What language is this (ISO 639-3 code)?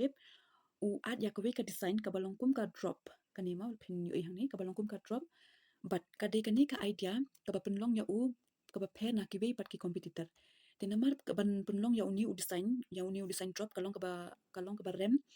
kha